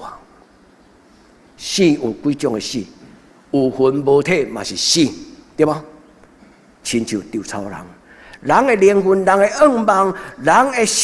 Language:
Min Nan Chinese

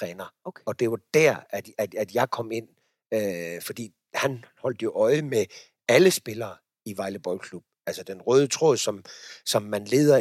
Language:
Danish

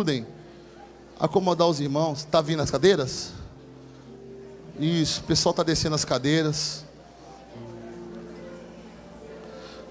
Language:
Portuguese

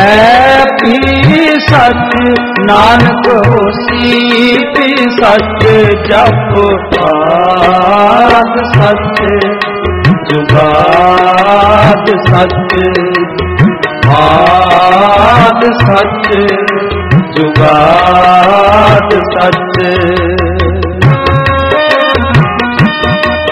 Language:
Punjabi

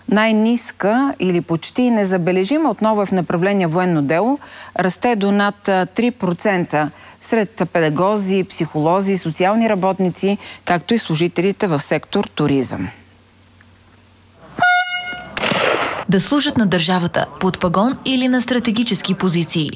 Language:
Bulgarian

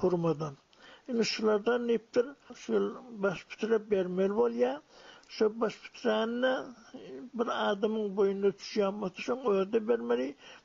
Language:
Turkmen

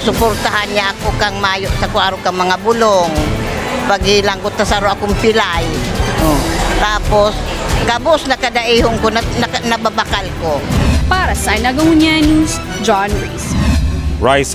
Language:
Bikol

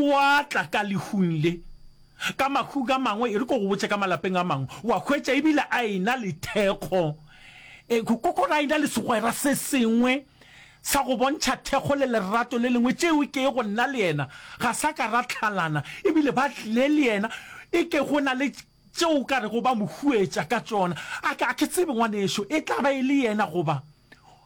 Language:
Northern Sotho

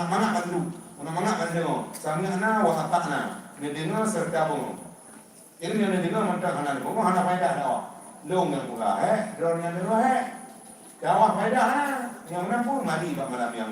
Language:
Achinese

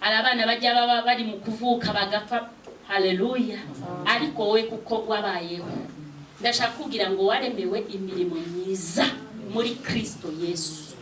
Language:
Kinyarwanda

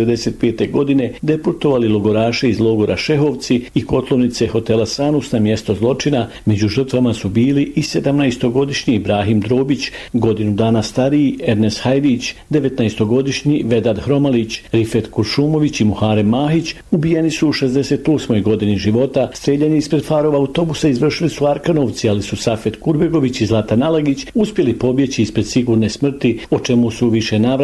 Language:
Bosnian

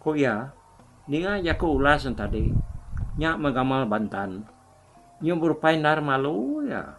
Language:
Iban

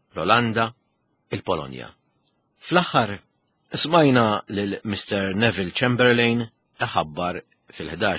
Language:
Maltese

